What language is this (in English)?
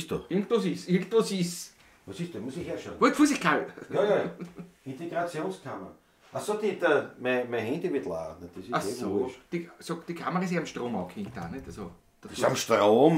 Bavarian